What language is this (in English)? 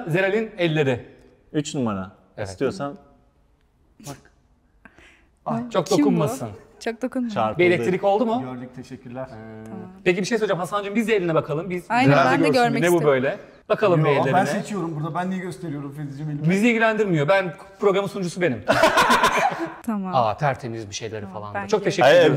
Turkish